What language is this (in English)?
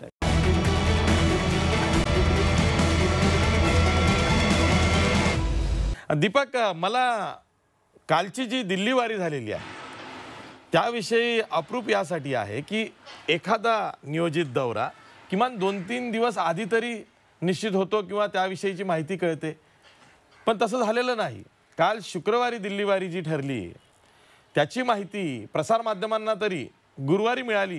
Marathi